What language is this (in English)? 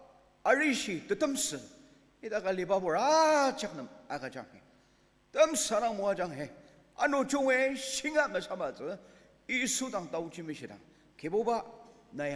Ao Naga